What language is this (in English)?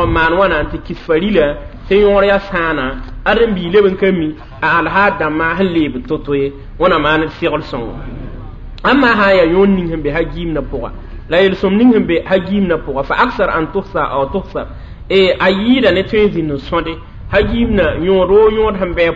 Mossi